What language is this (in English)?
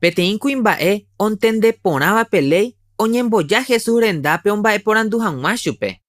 Guarani